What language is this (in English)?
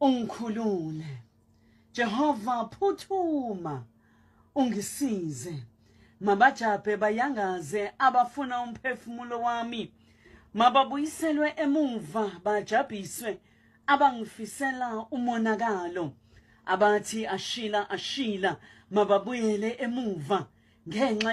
Zulu